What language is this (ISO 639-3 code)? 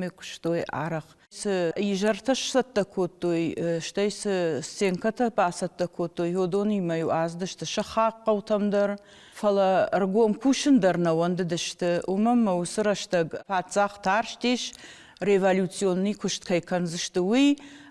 oss